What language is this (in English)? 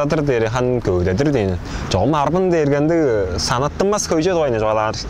Tuvinian